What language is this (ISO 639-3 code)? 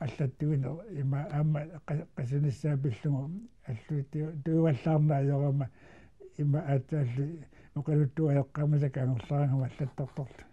kal